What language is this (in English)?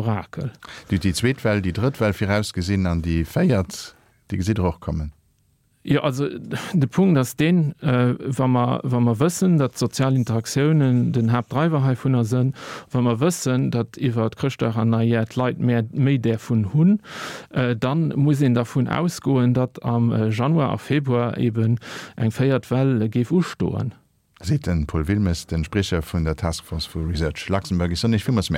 Luxembourgish